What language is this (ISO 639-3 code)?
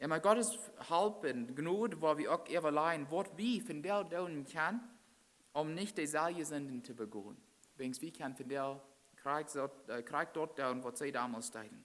pdt